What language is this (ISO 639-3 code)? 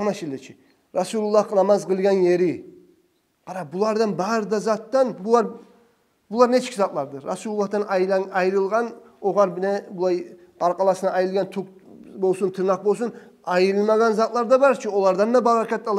kum